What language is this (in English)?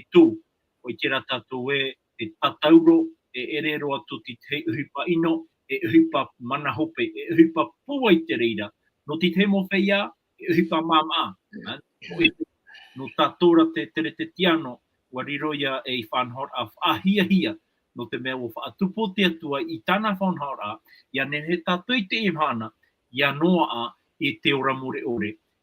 Tahitian